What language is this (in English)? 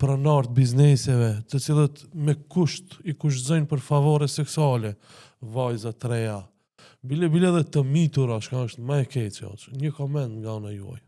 Albanian